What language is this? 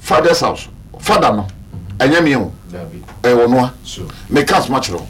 Akan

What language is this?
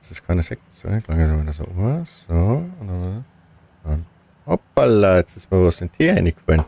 Bavarian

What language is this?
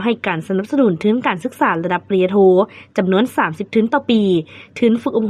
Lao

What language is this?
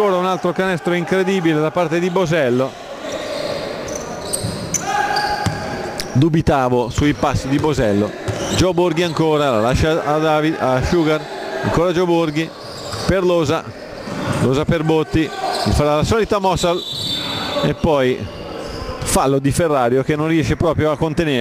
Italian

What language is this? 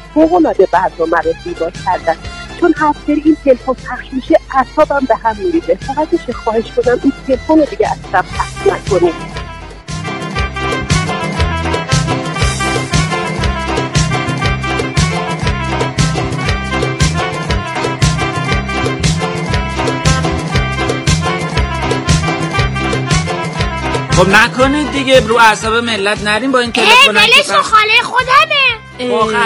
Persian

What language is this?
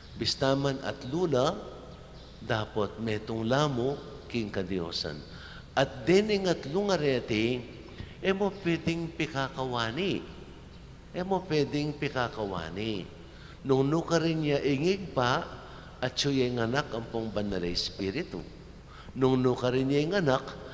Pampanga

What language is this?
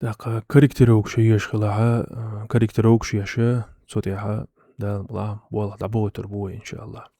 Chechen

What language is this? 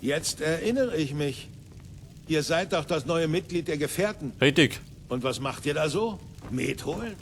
Bavarian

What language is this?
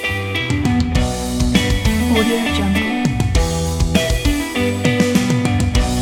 Malay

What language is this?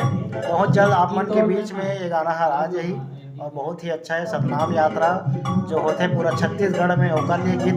Chhattisgarhi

